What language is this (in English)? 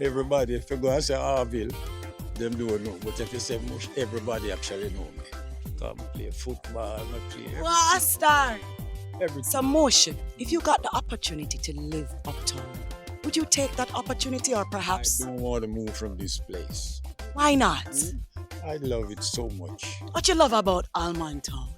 Jamaican Creole English